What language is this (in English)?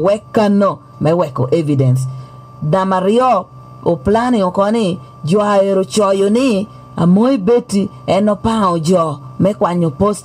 Lango (Uganda)